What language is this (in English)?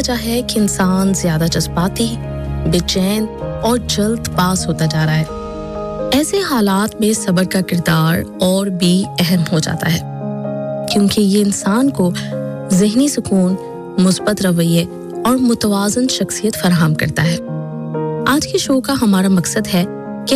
Urdu